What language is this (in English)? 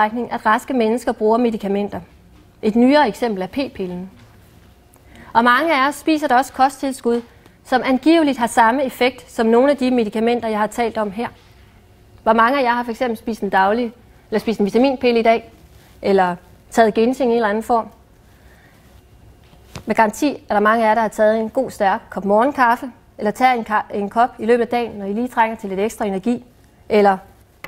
Danish